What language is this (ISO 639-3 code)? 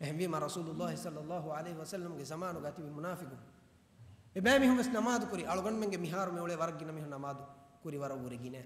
div